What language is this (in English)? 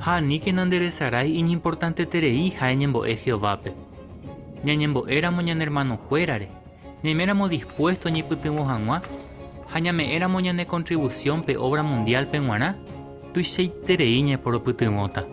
Guarani